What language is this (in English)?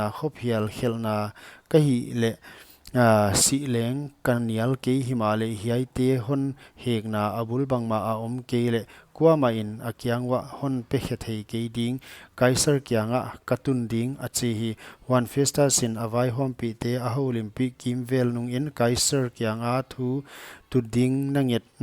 Paite Chin